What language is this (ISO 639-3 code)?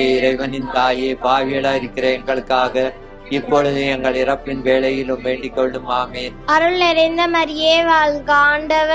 tam